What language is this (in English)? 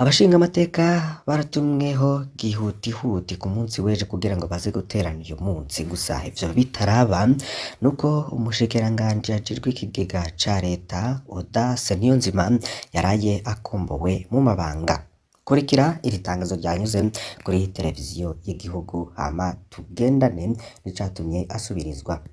Rundi